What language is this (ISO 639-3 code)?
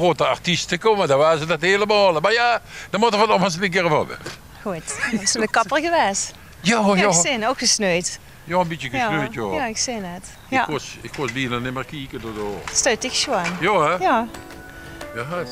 lim